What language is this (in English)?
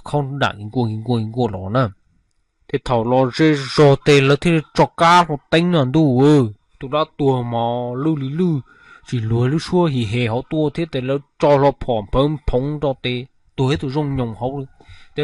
Hmong